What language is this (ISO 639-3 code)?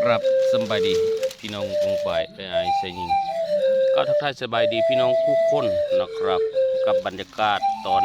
tts